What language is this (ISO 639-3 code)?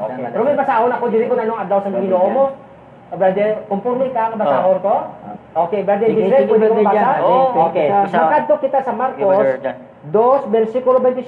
hil